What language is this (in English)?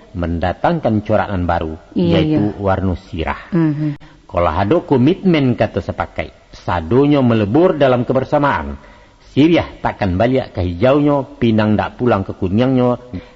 Minangkabau